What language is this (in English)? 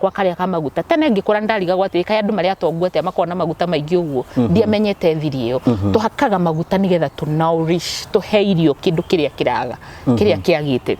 Kikuyu